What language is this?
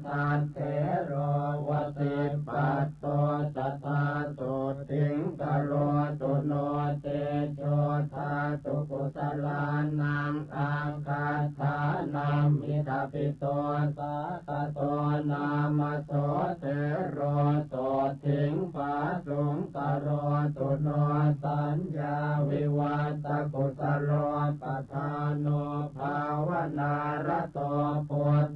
Pali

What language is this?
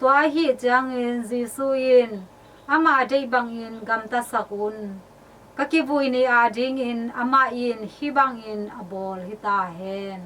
Tedim Chin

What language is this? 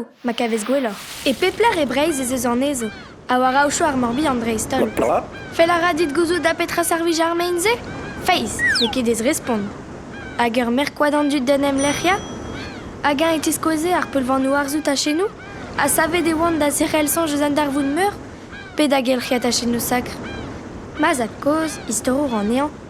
Breton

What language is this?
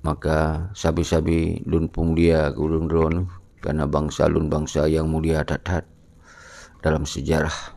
Achinese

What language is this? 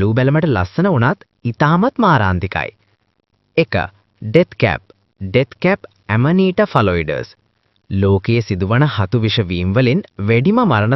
Sinhala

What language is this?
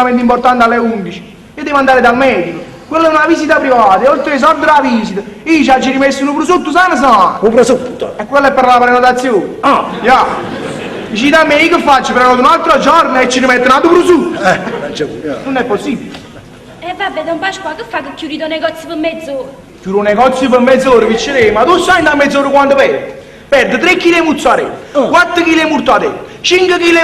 Neapolitan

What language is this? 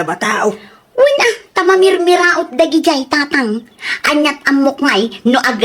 Iloko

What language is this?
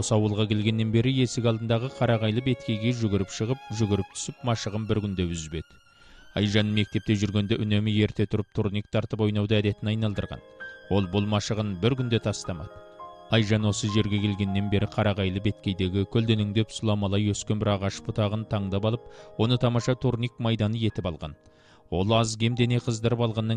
Kazakh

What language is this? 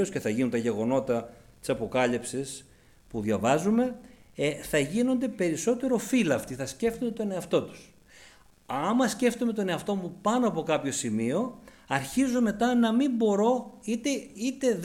Greek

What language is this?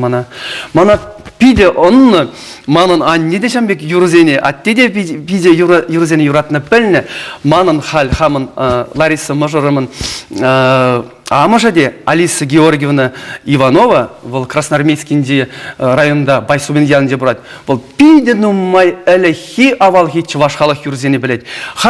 Chuvash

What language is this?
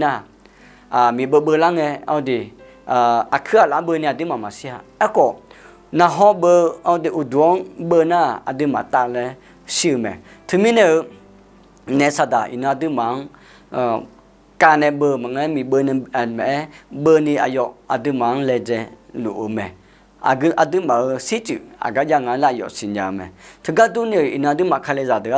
Akha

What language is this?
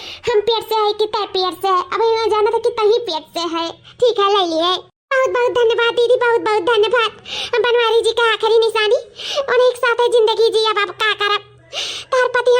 Awadhi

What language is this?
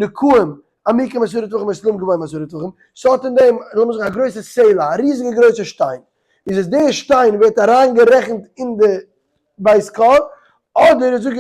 Yiddish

